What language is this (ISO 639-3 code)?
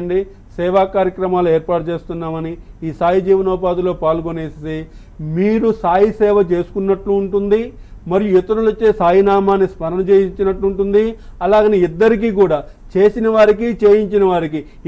tel